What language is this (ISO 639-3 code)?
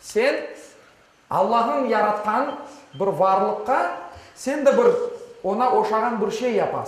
crh